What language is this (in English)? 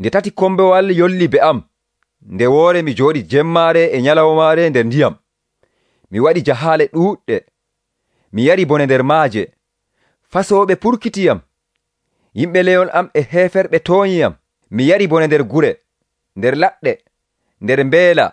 Nigerian Fulfulde